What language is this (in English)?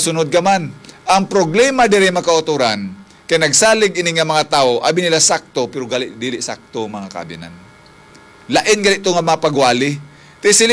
Hiligaynon